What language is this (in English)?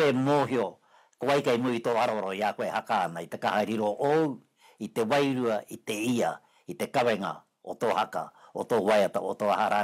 Māori